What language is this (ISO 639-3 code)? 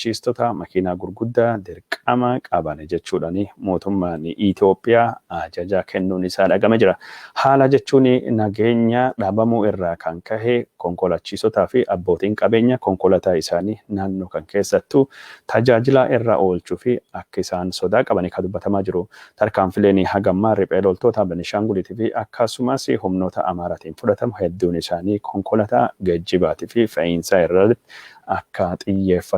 orm